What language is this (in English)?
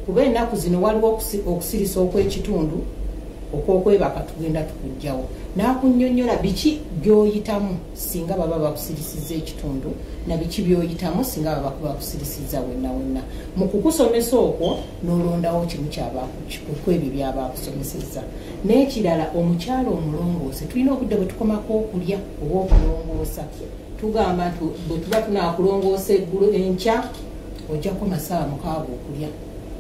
Ganda